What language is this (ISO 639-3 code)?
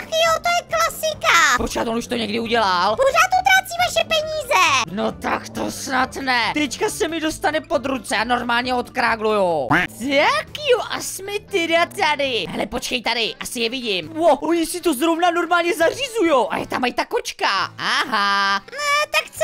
ces